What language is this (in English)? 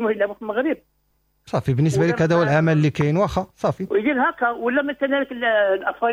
Moroccan Arabic